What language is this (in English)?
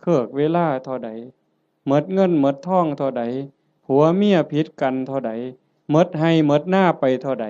Northeastern Thai